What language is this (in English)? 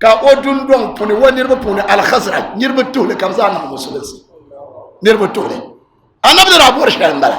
Dagbani